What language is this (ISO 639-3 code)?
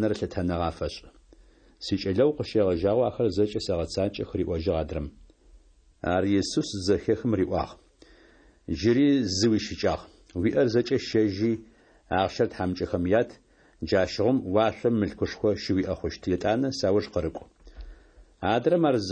ady